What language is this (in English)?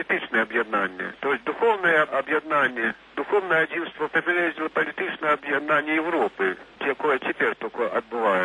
Belarusian